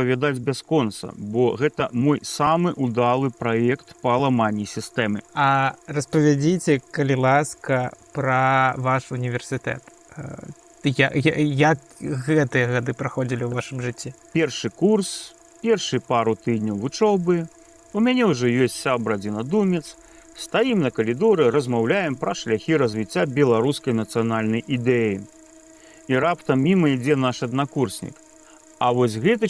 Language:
Belarusian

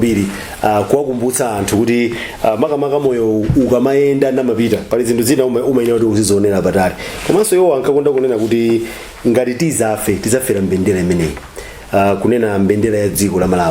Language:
Nyanja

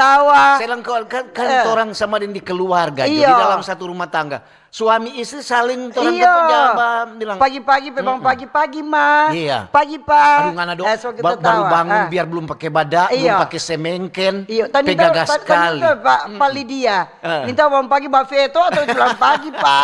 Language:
Manado Malay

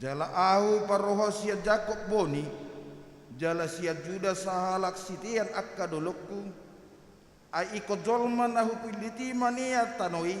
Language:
Batak Toba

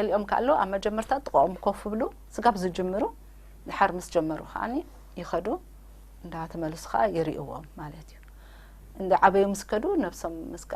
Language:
Tigrinya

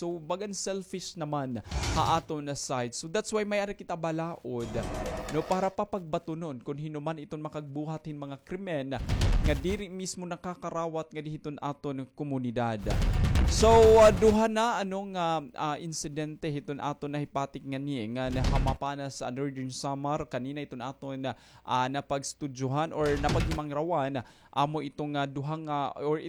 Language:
Waray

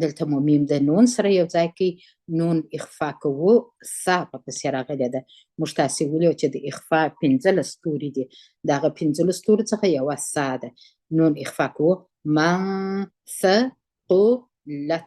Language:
Pashto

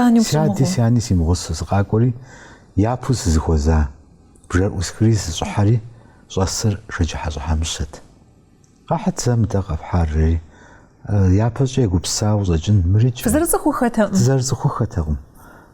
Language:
Kabardian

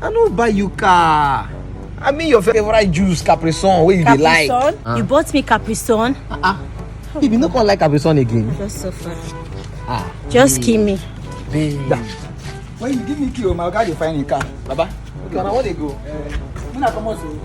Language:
Nigerian Pidgin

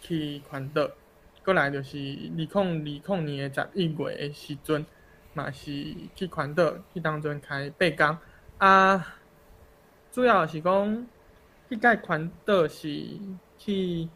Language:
Min Nan Chinese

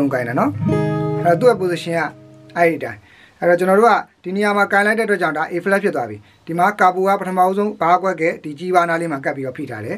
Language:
Burmese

